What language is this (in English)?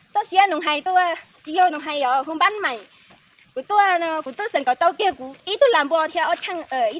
Hmong